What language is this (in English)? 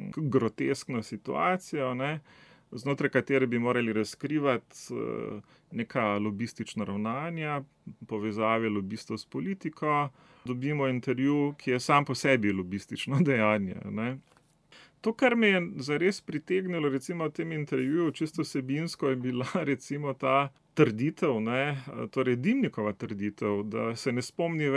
Slovenian